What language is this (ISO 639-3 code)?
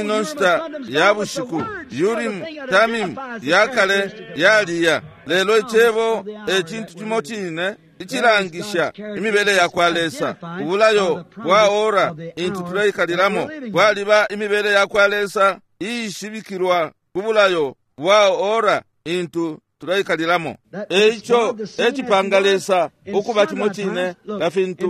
bem